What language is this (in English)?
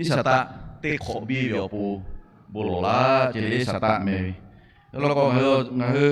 Lahu